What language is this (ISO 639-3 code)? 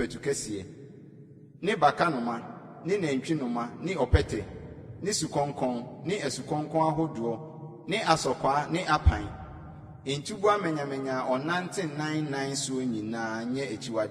aka